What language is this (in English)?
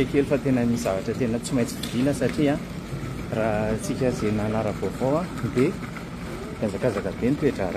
Malagasy